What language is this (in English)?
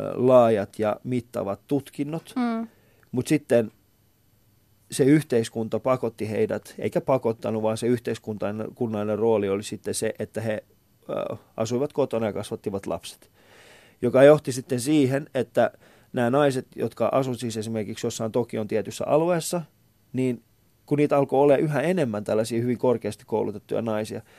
Finnish